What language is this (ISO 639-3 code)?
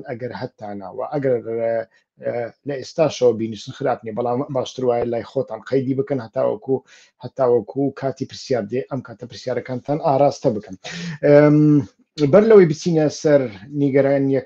ckb